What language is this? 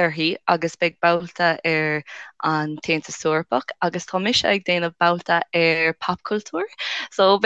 Irish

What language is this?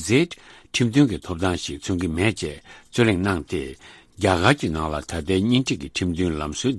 Tibetan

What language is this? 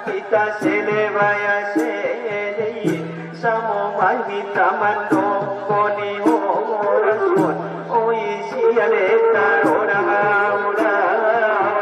Batak Angkola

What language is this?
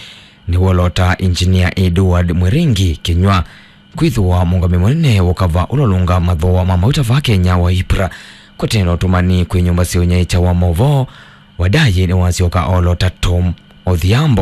Kamba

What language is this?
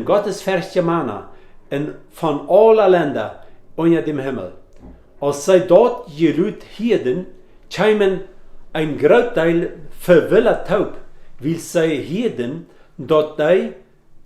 Plautdietsch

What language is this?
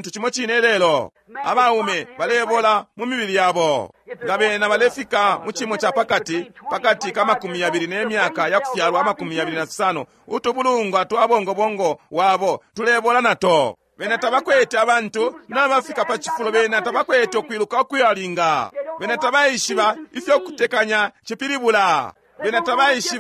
Bemba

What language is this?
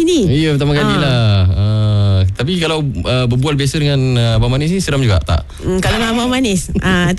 Malay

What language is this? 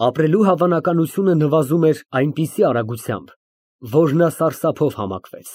Armenian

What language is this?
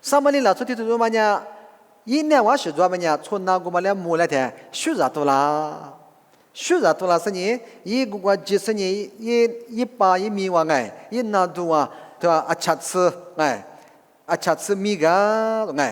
Lisu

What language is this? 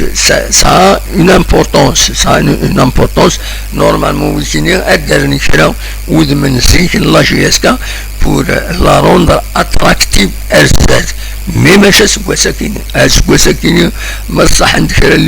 Kabyle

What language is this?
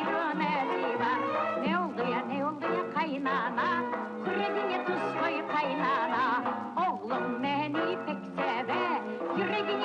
Crimean Tatar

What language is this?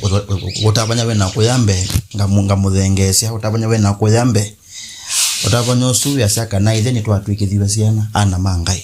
Kamba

